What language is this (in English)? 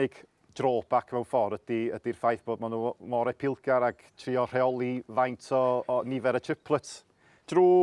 Welsh